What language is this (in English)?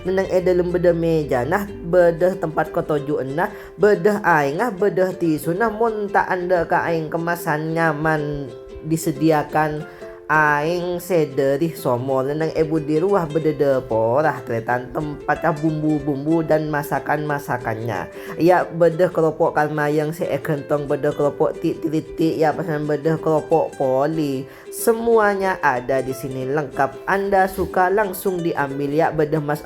Madurese